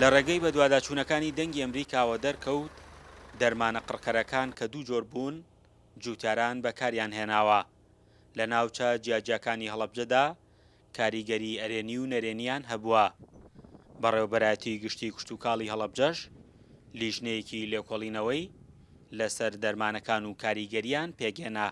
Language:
Central Kurdish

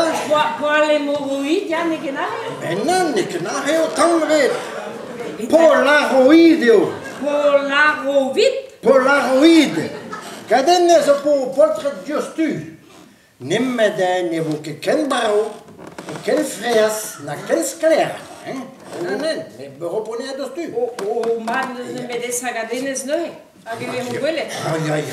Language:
Breton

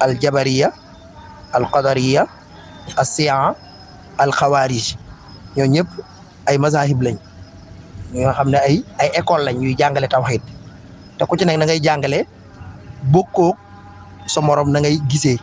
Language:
Wolof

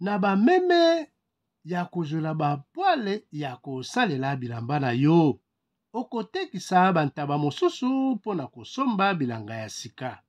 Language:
Lingala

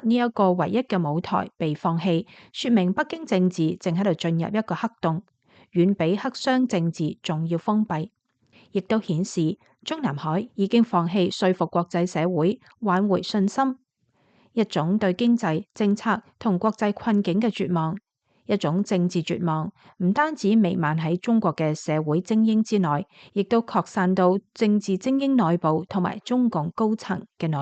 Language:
Cantonese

